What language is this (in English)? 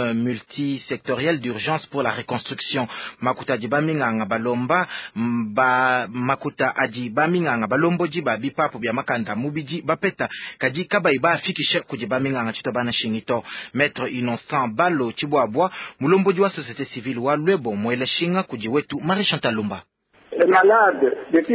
Luba-Lulua